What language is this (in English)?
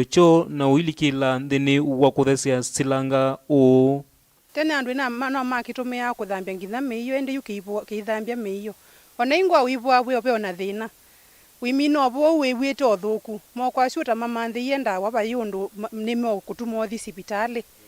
Kamba